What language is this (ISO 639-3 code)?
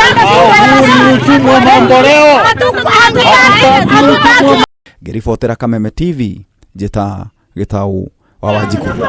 kik